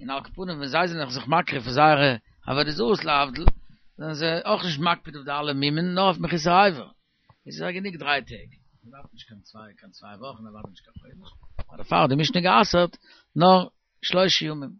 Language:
Yiddish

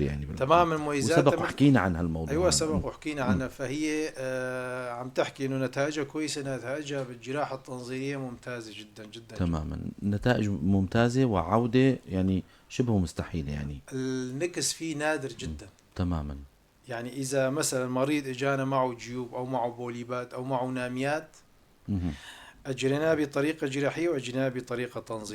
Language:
North Levantine Arabic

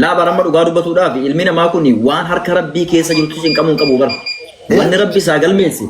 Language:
Oromo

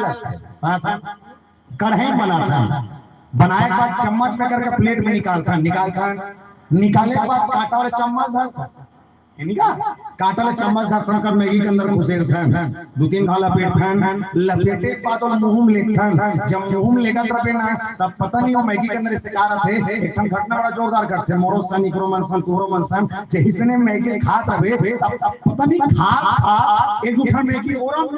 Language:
Chhattisgarhi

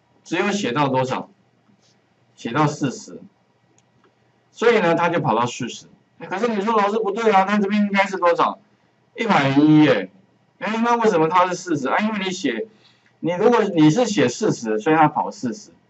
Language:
Chinese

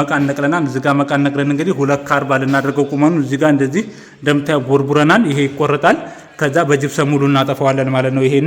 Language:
Amharic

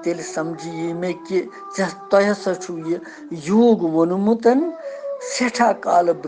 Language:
Kashmiri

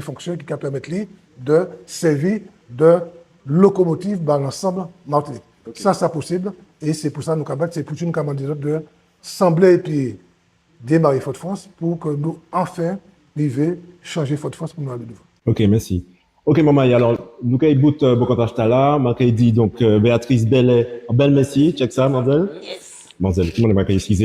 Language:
Guadeloupean Creole French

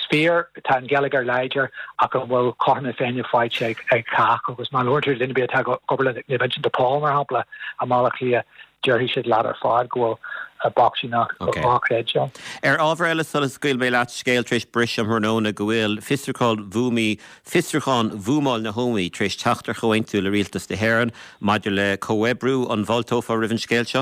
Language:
Irish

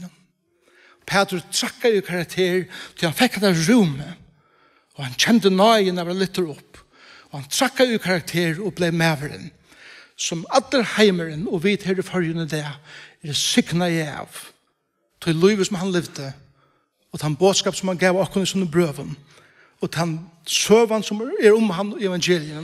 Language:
Faroese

